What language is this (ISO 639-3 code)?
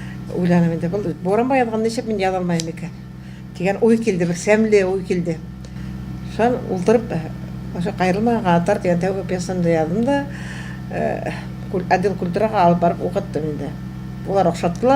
bak